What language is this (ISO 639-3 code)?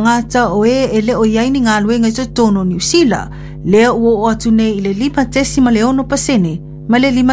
smo